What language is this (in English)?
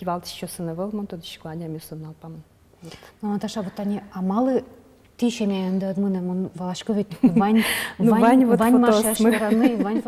Udmurt